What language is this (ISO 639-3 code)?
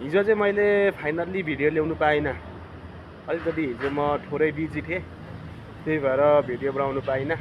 nep